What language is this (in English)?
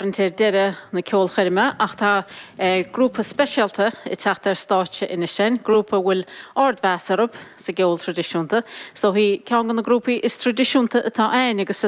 Irish